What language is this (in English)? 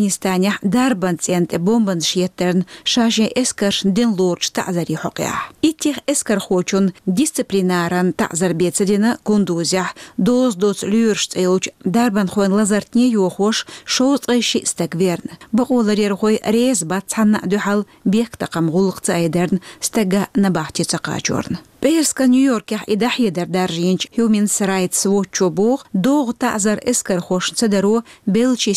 Chechen